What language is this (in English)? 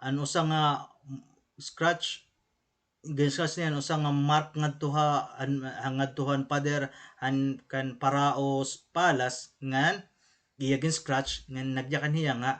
Waray